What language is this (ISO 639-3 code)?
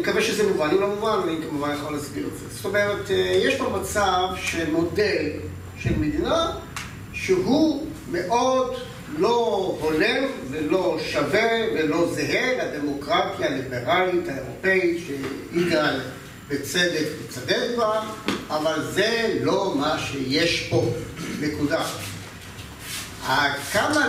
heb